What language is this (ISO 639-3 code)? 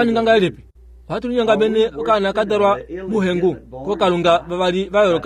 kua